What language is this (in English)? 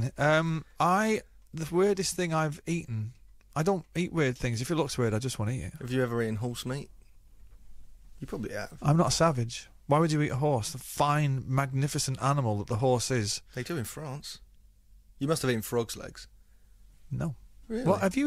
English